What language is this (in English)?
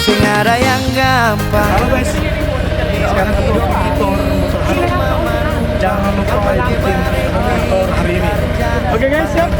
Ambonese Malay